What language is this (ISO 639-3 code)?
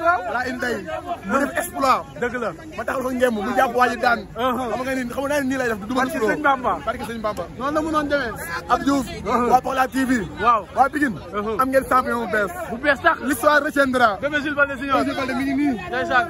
wol